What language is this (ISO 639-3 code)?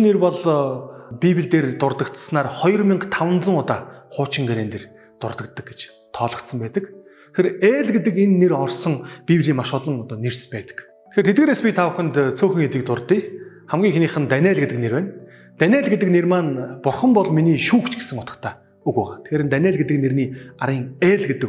mon